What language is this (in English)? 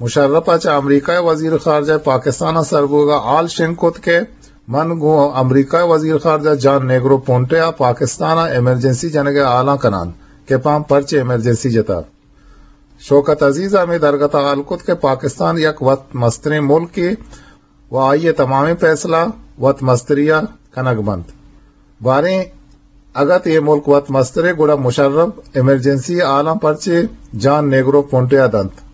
Eastern Balochi